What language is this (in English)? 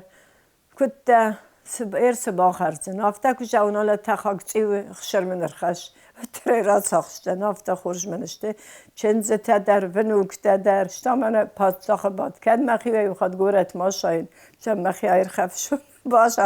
Ossetic